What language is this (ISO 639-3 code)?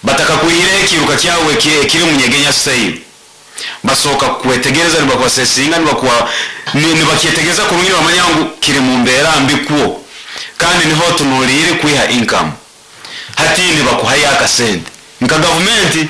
nyo